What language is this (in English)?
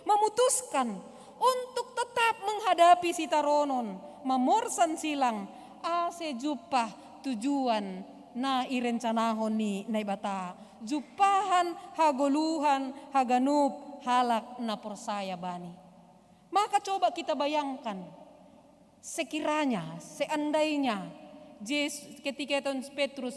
Batak Simalungun